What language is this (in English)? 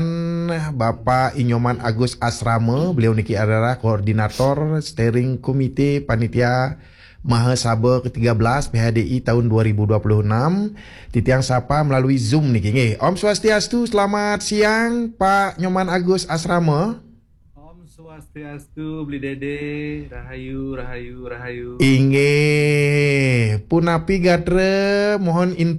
Balinese